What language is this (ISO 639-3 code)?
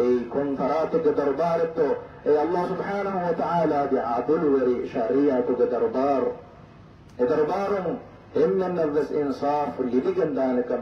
div